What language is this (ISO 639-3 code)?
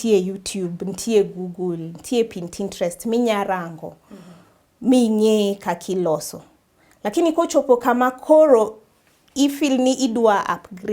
luo